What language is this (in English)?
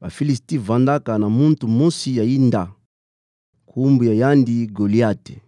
Kituba (Democratic Republic of Congo)